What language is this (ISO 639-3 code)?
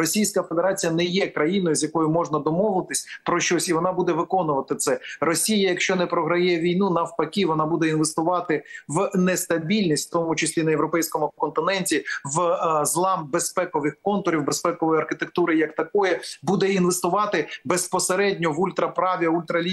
ukr